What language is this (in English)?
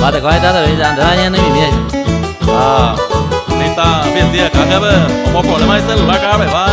Guarani